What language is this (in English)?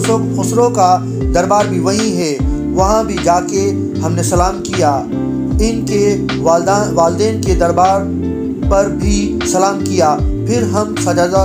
Urdu